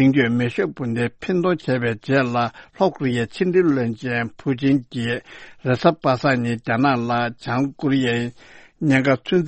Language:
Tibetan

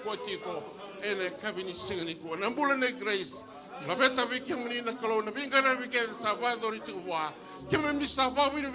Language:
Fijian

